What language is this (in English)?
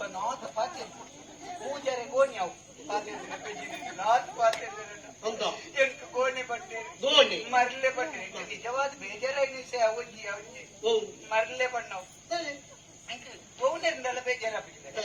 Tulu